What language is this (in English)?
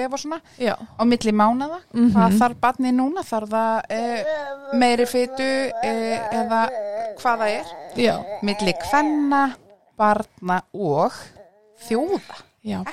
Icelandic